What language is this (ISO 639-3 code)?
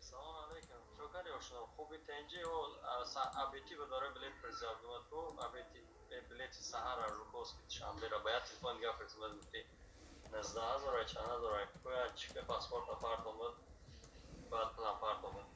tgk